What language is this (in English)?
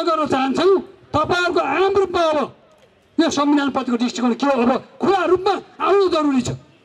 Nepali